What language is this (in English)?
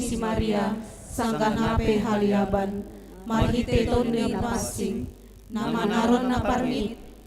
Batak Simalungun